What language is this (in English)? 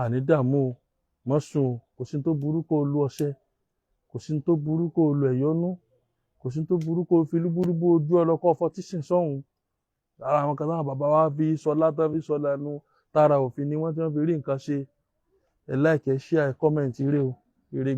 Yoruba